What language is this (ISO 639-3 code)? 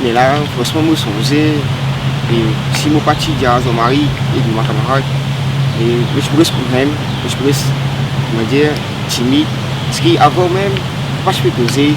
mfe